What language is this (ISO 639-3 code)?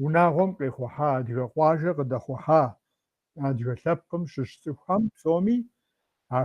kbd